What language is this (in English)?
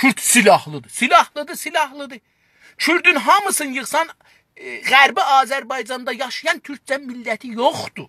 South Azerbaijani